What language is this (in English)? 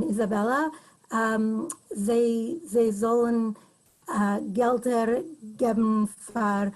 Yiddish